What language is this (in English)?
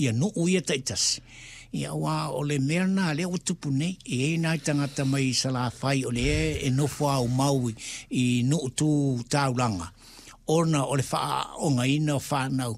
Samoan